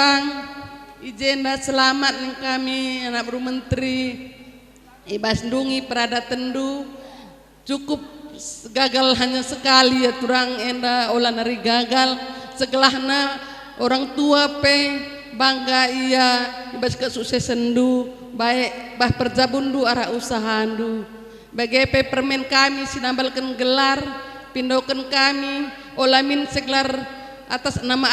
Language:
Batak Karo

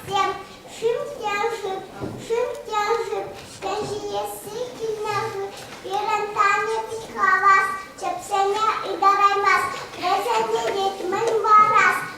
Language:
Chuvash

